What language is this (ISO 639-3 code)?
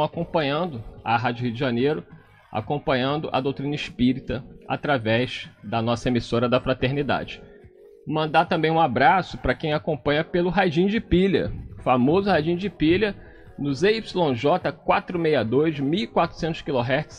por